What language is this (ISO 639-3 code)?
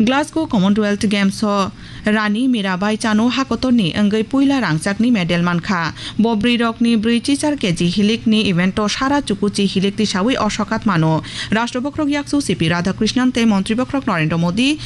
trp